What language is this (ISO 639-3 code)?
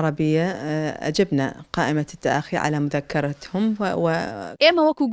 ckb